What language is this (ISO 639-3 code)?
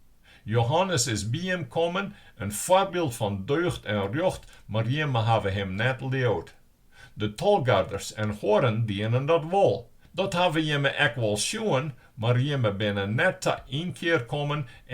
fry